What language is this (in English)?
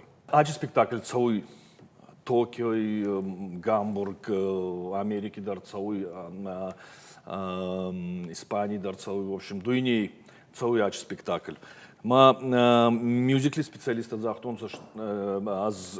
Ossetic